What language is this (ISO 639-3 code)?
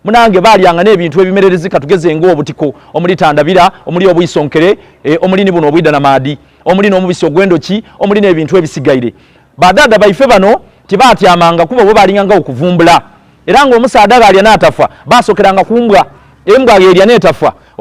xog